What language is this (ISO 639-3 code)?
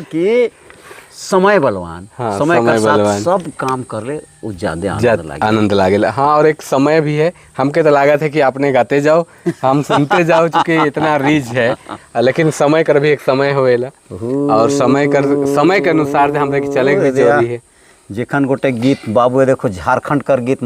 sck